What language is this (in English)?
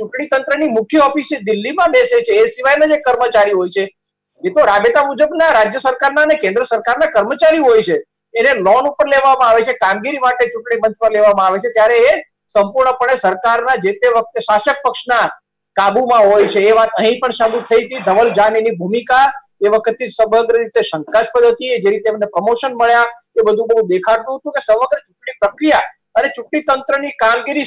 Gujarati